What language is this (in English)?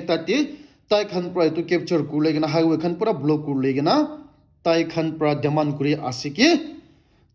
Naga Pidgin